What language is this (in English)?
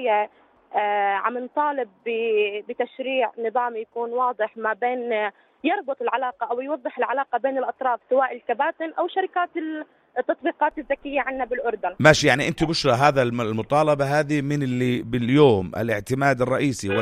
North Levantine Arabic